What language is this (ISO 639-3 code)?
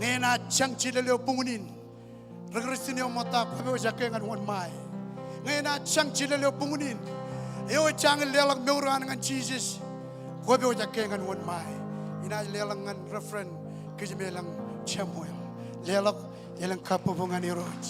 mah